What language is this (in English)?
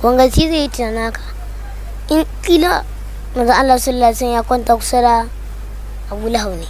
Hausa